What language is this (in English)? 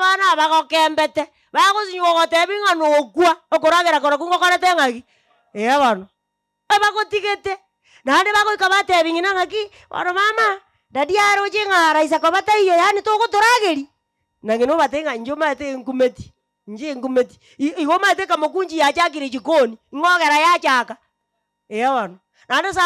Gusii